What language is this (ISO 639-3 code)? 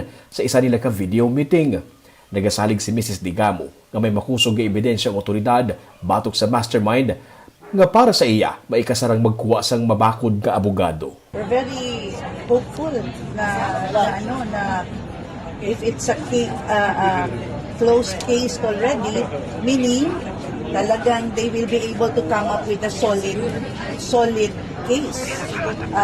hil